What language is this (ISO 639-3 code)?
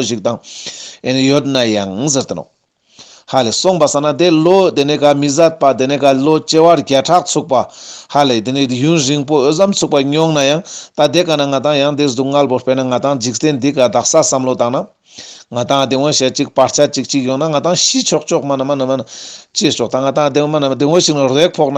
lbj